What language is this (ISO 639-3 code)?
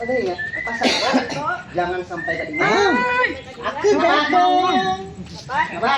bjn